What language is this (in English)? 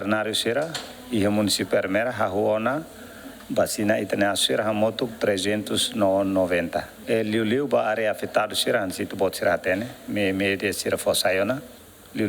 Tetum